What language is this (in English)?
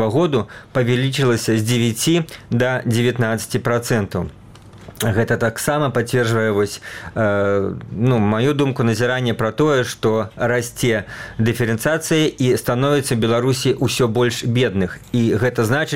Belarusian